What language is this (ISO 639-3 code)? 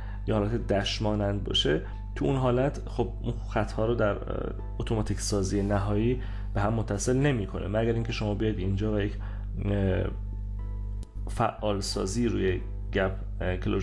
fas